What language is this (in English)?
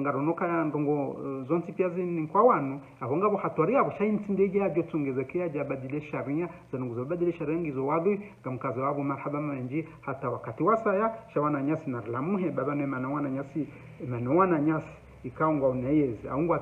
Ngazidja Comorian